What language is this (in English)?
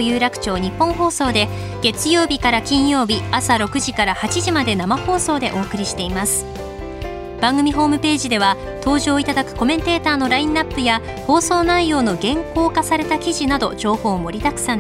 Japanese